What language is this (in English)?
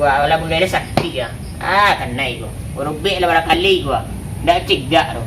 Minangkabau